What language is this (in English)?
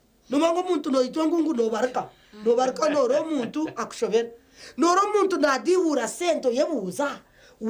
Nyankole